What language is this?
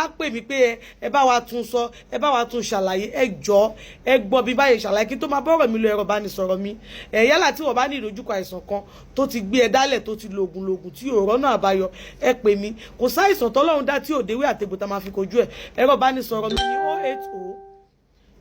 Yoruba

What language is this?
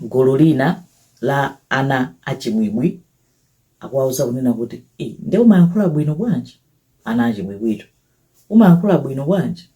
Nyanja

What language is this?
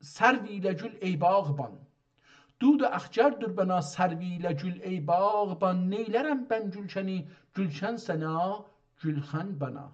South Azerbaijani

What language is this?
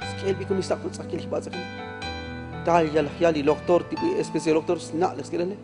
Tzotzil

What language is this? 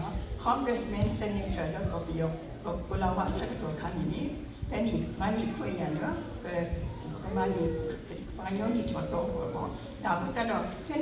S'gaw Karen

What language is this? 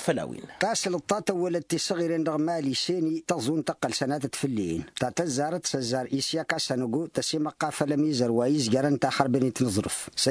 Tamasheq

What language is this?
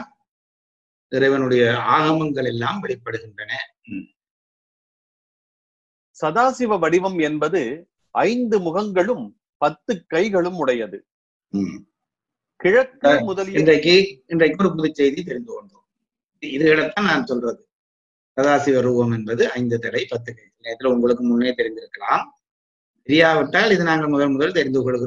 Tamil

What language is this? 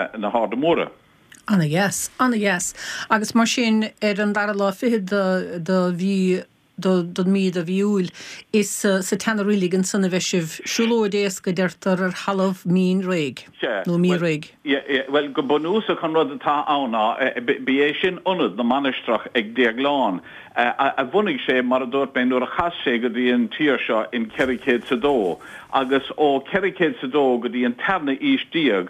Irish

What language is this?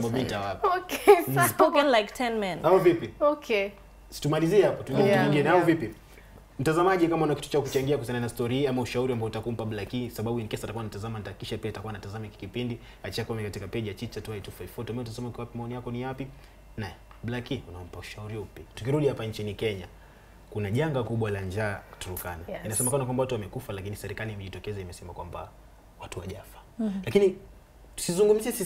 Swahili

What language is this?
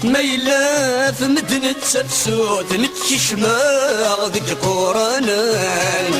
Kabyle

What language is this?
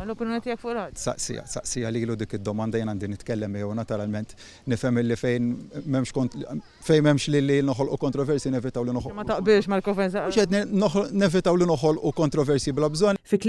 Maltese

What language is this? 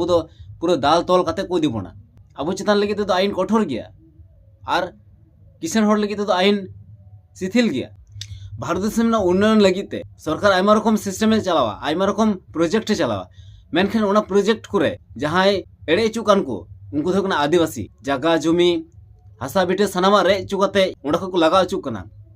Santali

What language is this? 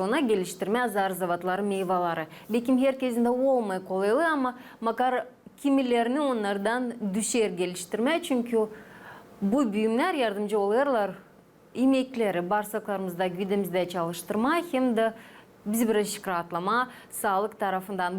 Gagauz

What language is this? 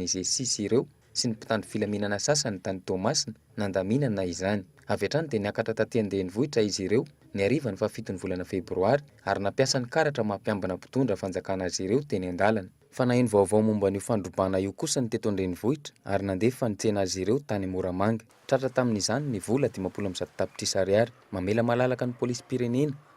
Malagasy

